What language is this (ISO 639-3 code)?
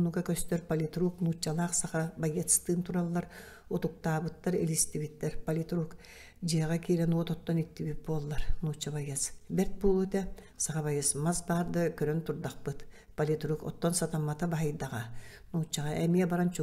sah